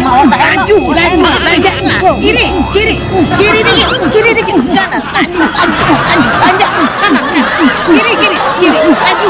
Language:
Musi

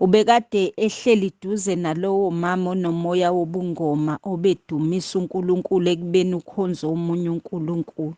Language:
Zulu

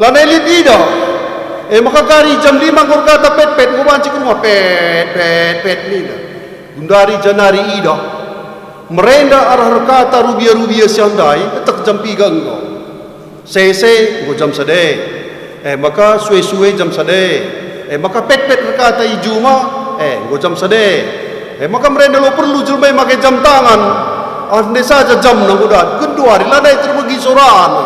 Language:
Batak Karo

